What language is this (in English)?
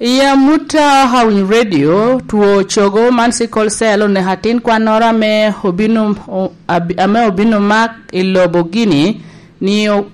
Lango (Uganda)